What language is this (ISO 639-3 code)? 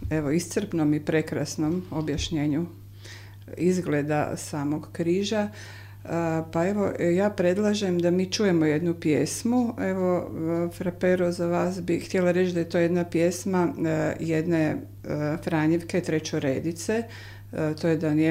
hrv